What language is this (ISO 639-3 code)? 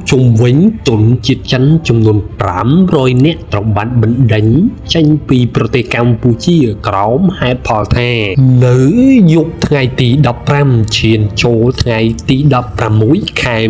khm